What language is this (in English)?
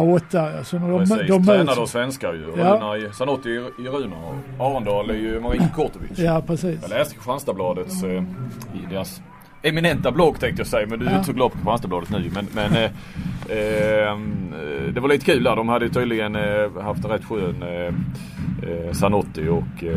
Swedish